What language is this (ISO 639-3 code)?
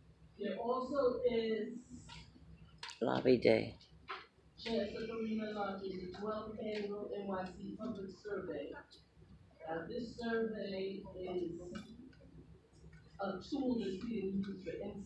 eng